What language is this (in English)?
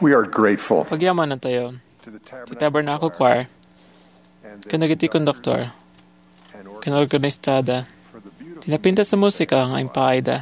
Iloko